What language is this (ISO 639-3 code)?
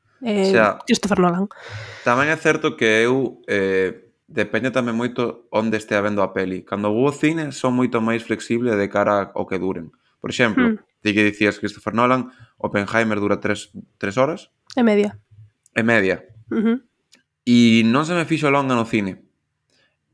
glg